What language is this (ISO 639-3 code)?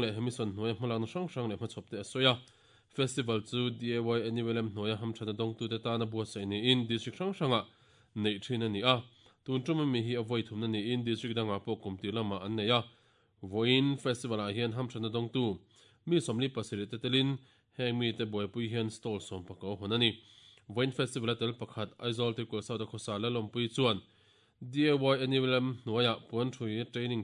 lus